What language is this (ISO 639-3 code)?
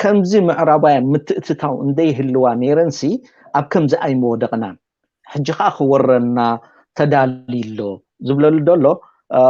tir